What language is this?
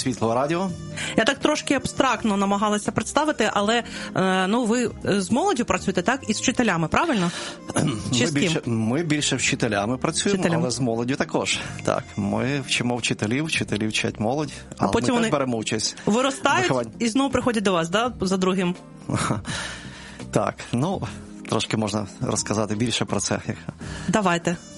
Ukrainian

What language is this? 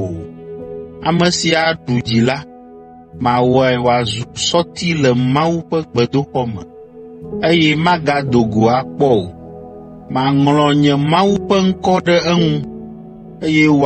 Ewe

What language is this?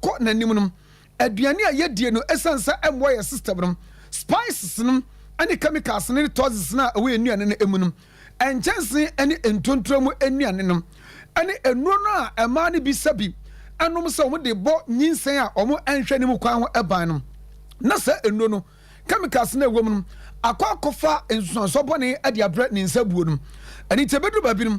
Akan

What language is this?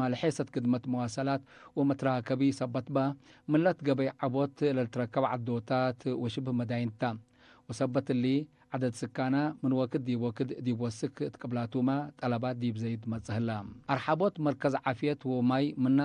Tigre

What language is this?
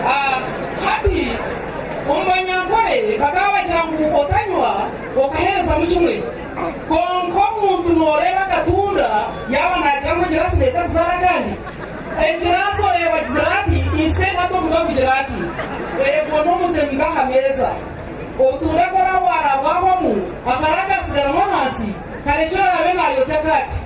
Nyankole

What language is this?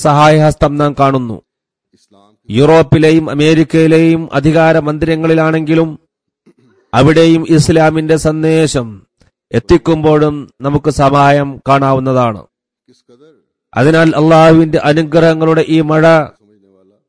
Malayalam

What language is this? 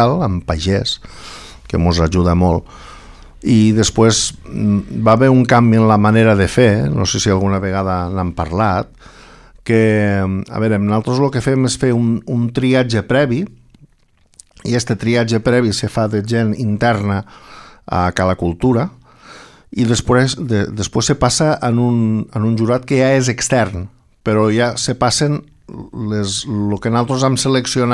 Catalan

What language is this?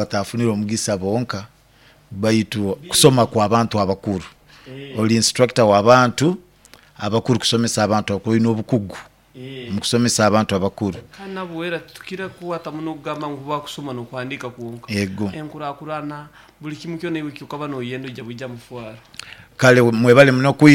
Nyoro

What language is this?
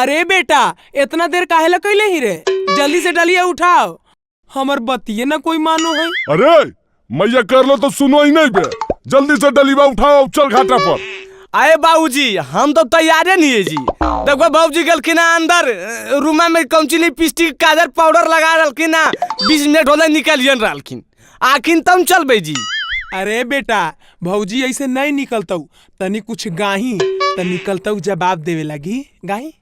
Magahi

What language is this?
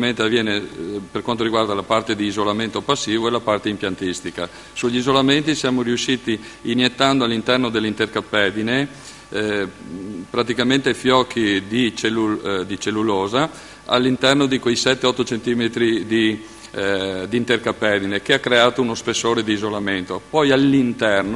Italian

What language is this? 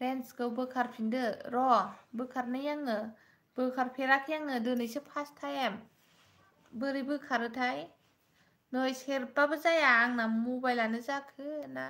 Bodo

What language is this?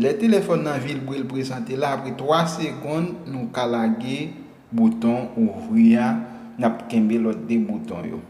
Haitian Creole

